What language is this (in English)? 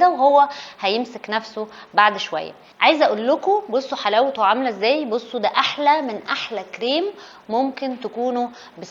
Egyptian Arabic